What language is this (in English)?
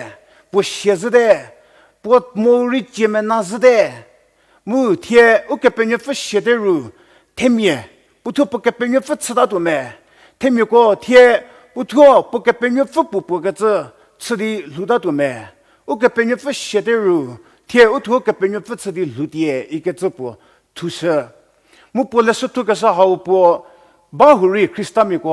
Angami Naga